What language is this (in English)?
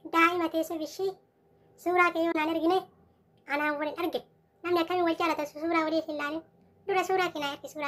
Oromo